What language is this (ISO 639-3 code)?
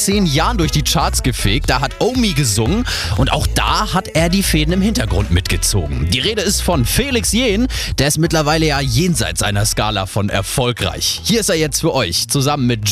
deu